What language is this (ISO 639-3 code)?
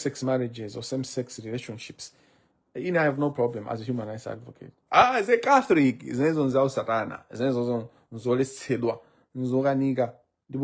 nya